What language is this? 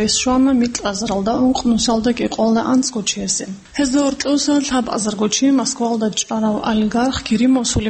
Avaric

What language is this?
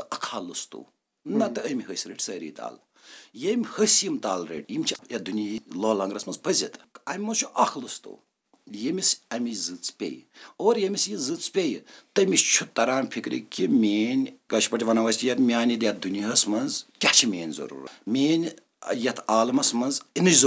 Kashmiri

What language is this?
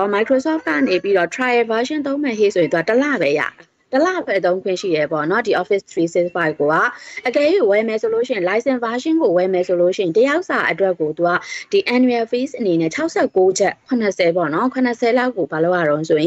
Burmese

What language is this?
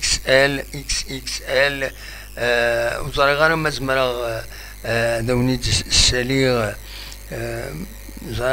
Kabyle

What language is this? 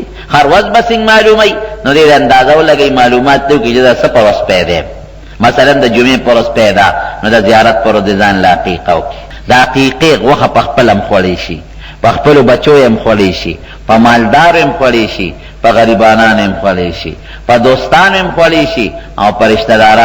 Pashto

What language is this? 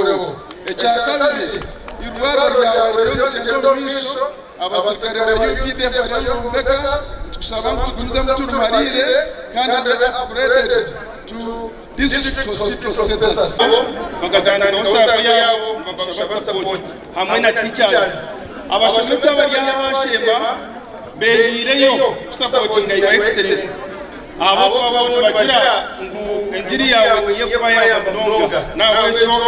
Nyankole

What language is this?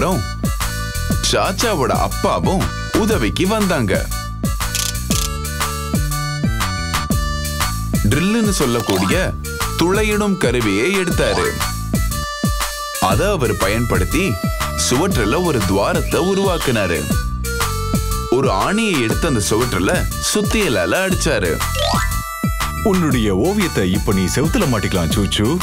Tamil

